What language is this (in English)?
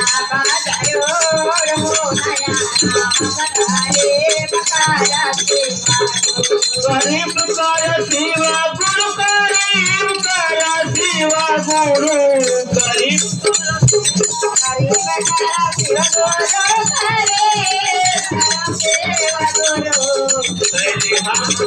Bhojpuri